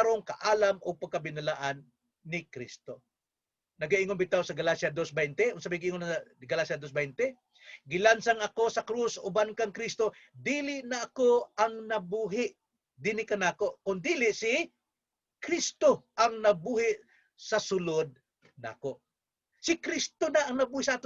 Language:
Cebuano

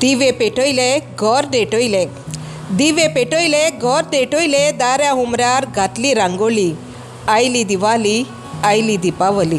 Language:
Konkani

